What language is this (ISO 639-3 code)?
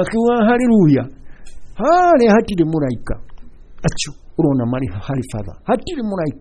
kik